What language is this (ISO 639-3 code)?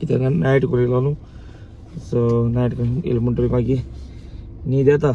kok